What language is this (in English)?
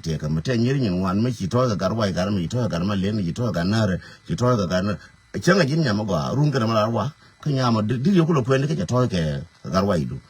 Nuer